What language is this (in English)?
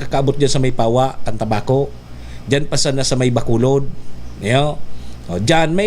Bikol